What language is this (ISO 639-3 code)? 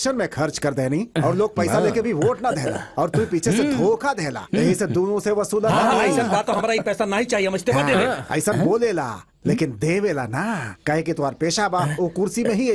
bho